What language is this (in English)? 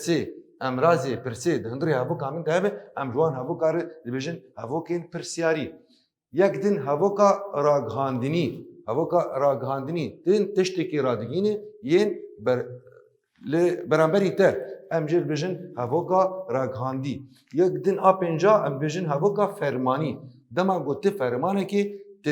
Kurdish